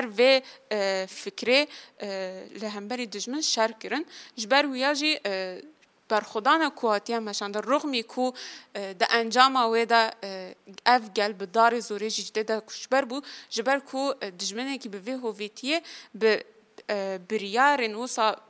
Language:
Kurdish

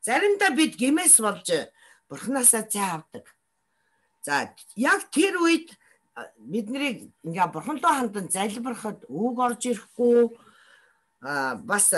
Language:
Mongolian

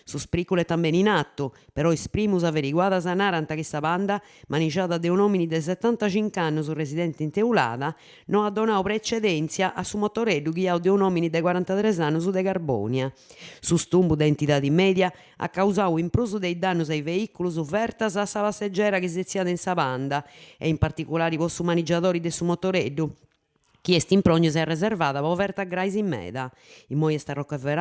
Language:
Sardinian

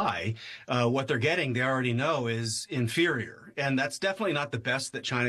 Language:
English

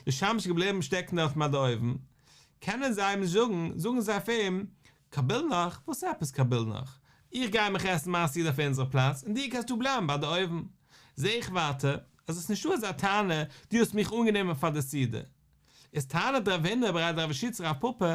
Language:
Yiddish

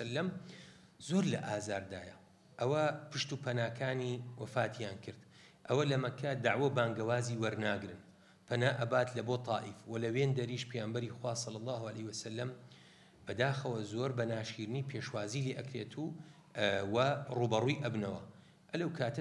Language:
Central Kurdish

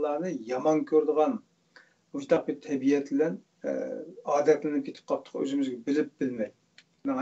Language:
Uyghur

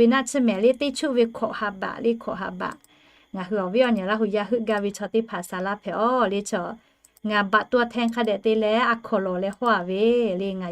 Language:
Lahu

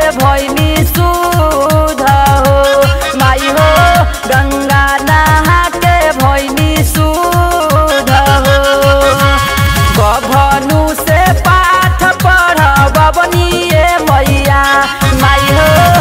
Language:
Bhojpuri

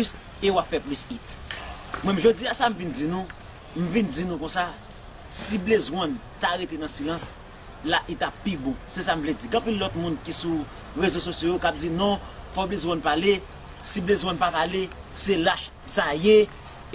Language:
Haitian Creole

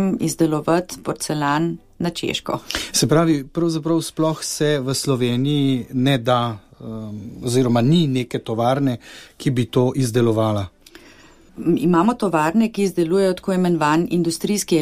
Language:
Slovenian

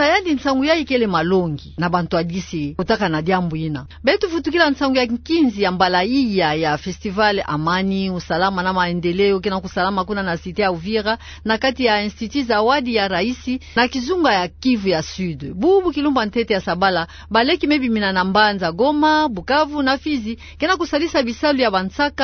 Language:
Kituba (Democratic Republic of Congo)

